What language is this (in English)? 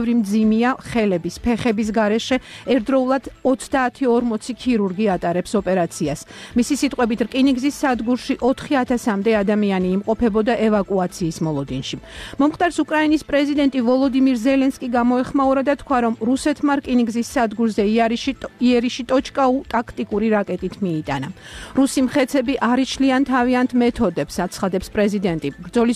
Georgian